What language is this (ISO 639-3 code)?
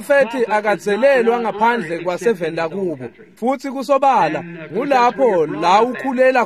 ssw